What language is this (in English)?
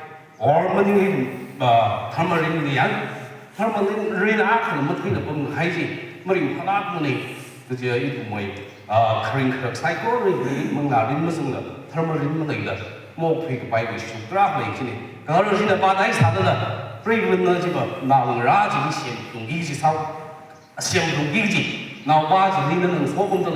Tangkhul Naga (India)